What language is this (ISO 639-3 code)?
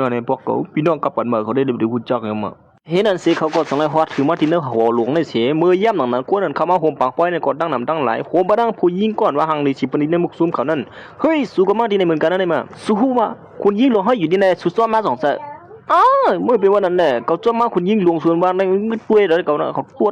shn